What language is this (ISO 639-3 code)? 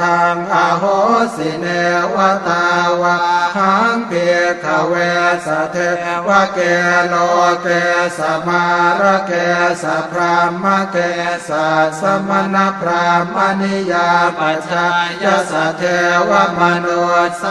pli